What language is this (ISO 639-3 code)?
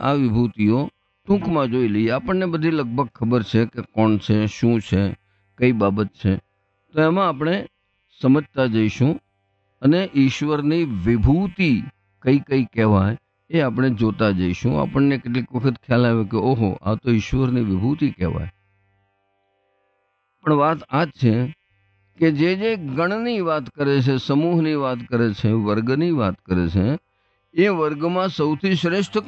guj